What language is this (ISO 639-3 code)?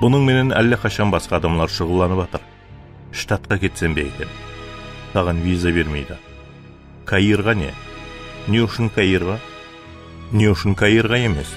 kaa